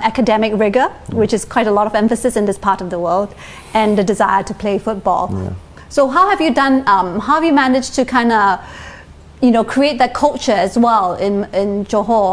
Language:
English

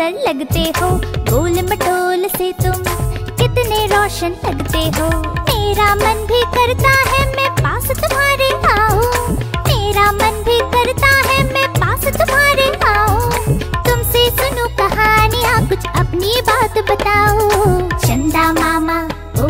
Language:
Hindi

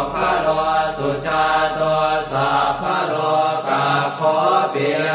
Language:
Pali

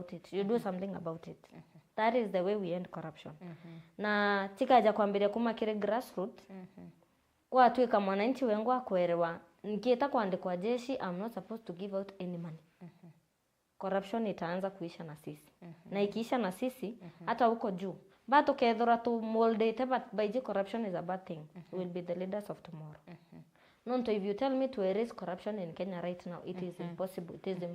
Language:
Meru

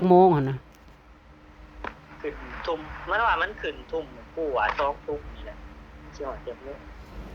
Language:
Northeastern Thai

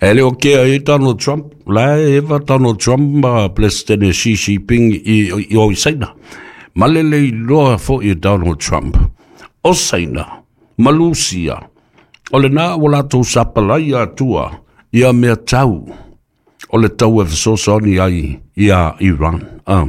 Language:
Samoan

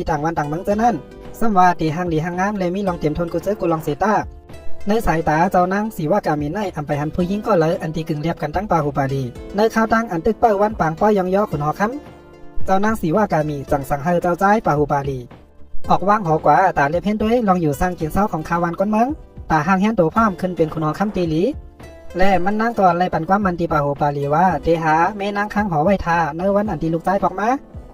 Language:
Shan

